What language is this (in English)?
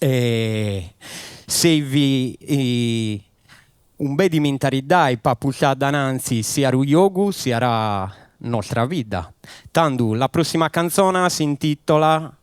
Sardinian